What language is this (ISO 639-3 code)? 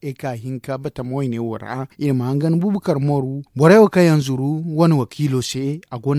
dje